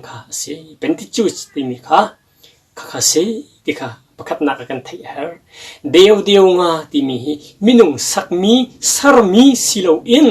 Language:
Hakha Chin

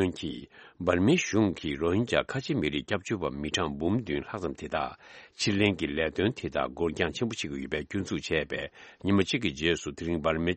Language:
Tibetan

